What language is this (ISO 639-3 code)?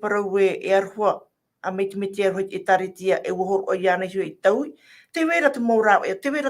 tah